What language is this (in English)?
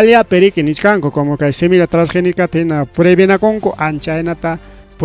Ayacucho Quechua